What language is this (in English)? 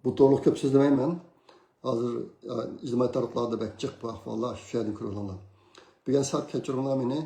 Uyghur